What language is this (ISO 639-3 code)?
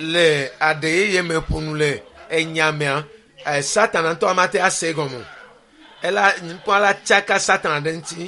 ewe